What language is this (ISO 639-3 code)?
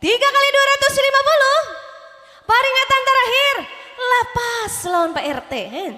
bjn